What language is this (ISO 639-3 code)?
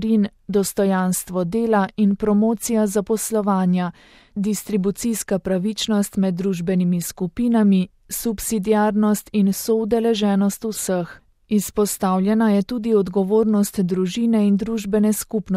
slv